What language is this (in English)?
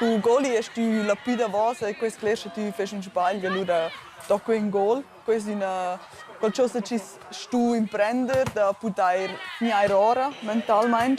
Romansh